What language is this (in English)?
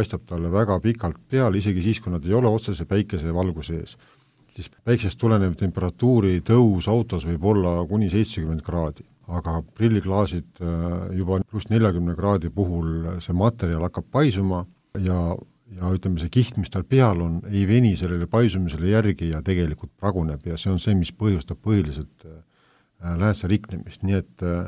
Estonian